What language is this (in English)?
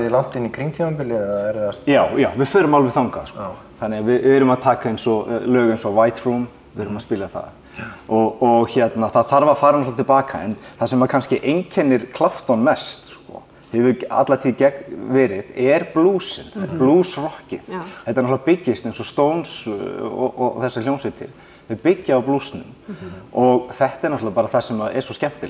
Icelandic